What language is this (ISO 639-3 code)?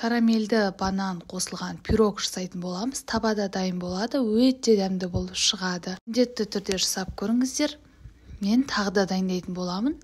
kaz